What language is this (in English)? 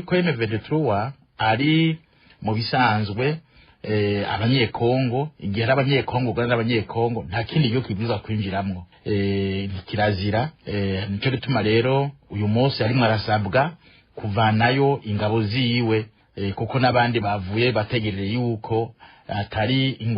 Rundi